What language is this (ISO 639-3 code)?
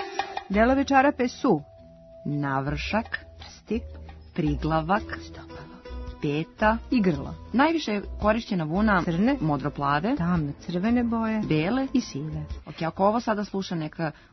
srp